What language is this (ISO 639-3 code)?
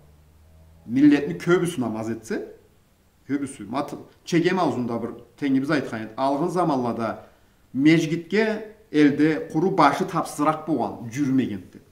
krc